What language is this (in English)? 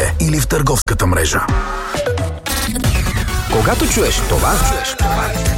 Bulgarian